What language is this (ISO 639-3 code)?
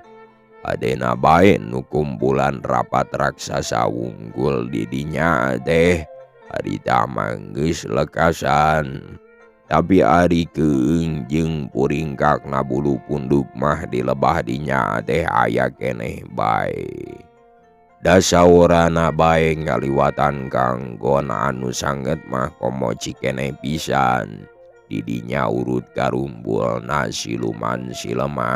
sun